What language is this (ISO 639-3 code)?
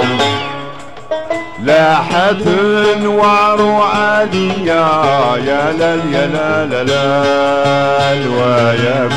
ara